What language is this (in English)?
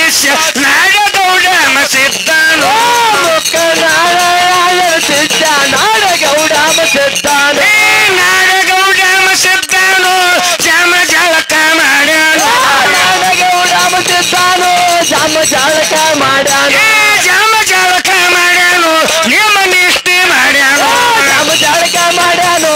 Kannada